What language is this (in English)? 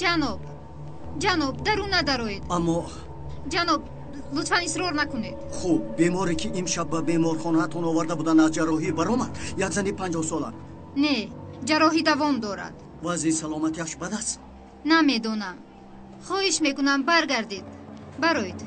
Tajik